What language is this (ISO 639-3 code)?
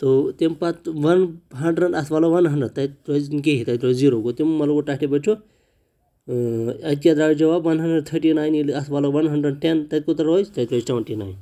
kas